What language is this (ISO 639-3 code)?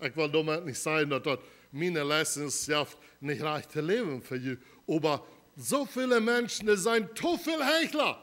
pdt